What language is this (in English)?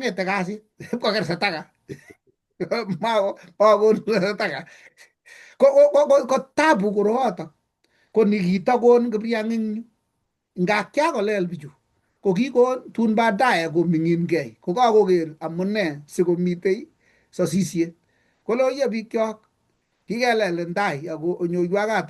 Kalenjin